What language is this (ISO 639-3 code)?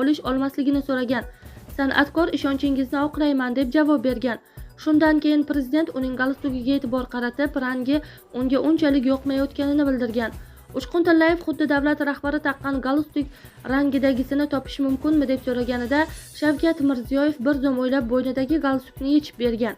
uzb